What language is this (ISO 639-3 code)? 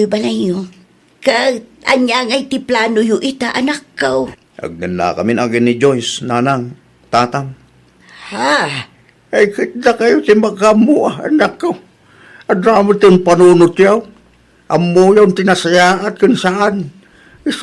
ilo